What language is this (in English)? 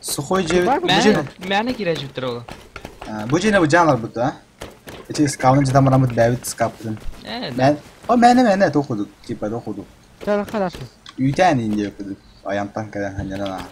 Yakut